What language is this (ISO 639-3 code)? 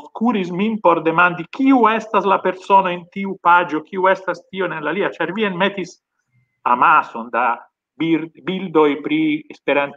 epo